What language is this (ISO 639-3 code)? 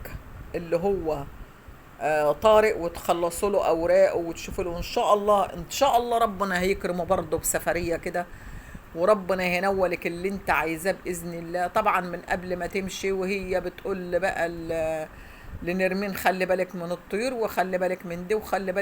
arz